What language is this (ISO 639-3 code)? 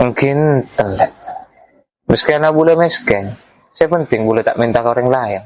mad